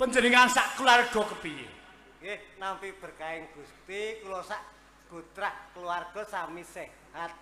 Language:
Javanese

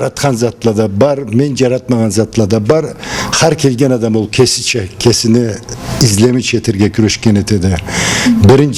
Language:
Karachay-Balkar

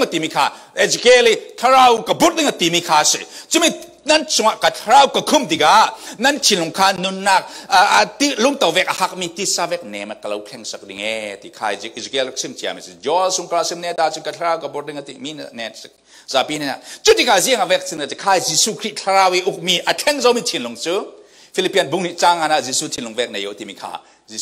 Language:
Falam Chin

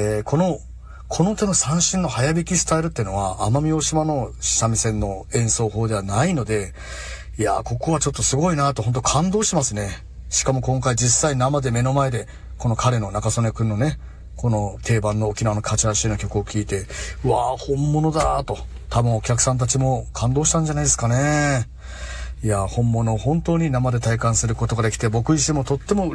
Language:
Japanese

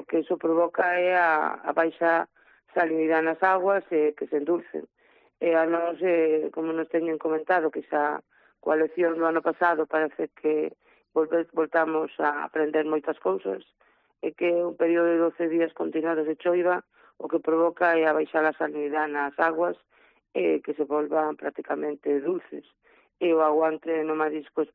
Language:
Galician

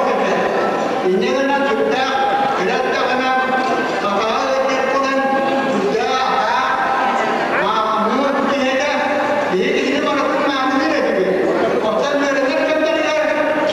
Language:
Yakut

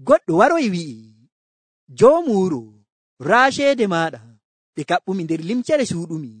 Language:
Nigerian Fulfulde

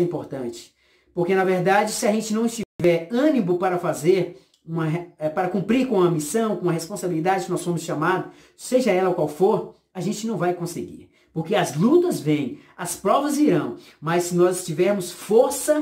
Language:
Portuguese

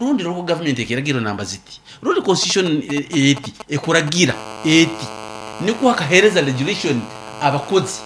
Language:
Nyankole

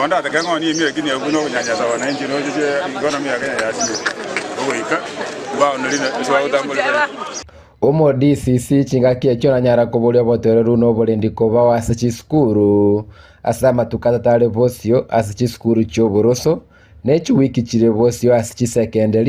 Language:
Gusii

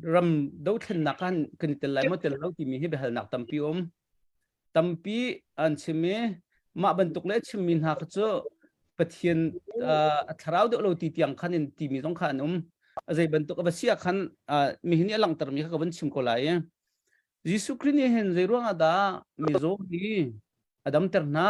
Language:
Hakha Chin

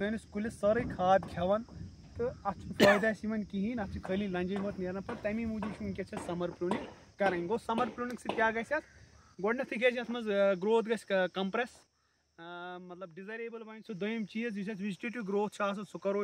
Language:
Kashmiri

